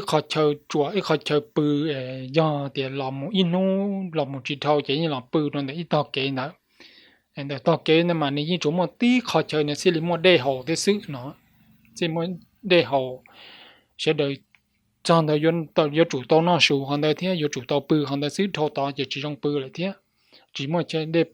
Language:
Hmong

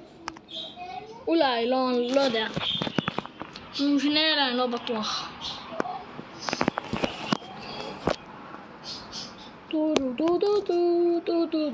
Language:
Hebrew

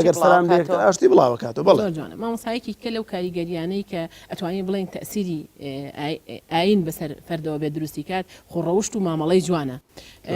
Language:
Central Kurdish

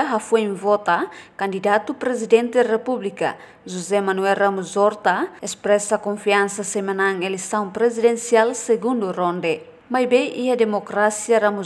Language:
Tetum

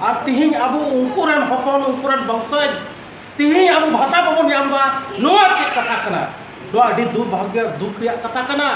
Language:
Santali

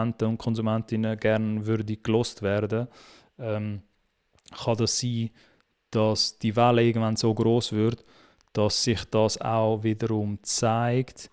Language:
Swiss German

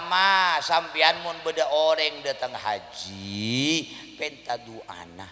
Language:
Madurese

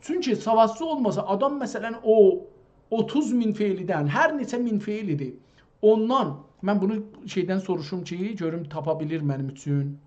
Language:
South Azerbaijani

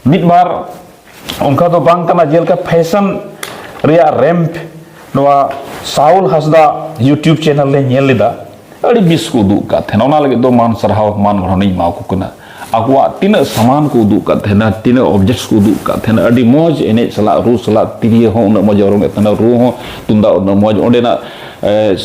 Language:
Santali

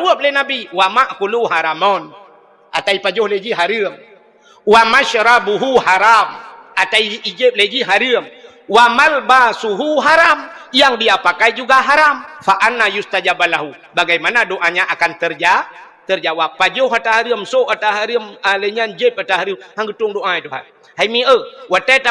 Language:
Achinese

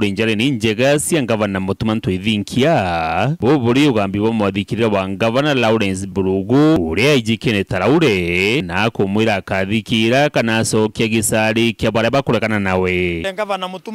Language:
Meru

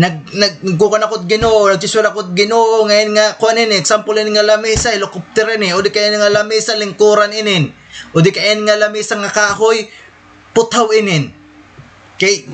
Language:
Waray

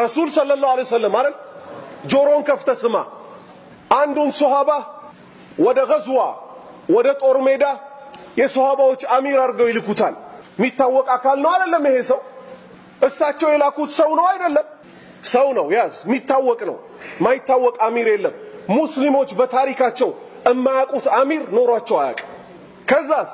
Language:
Amharic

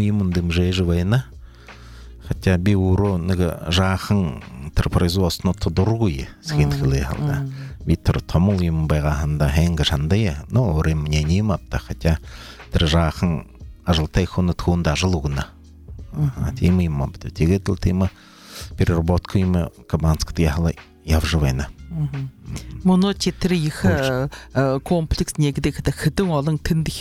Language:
Buriat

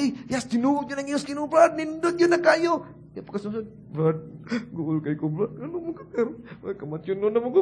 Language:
Cebuano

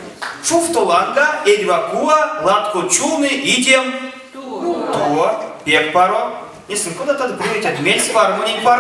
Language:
Erzya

